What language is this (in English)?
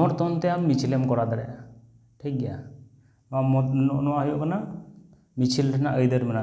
Santali